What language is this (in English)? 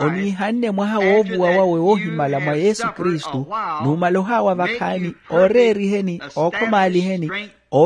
Makhuwa